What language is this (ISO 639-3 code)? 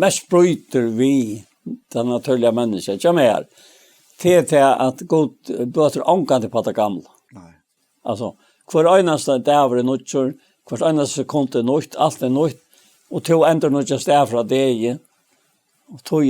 fao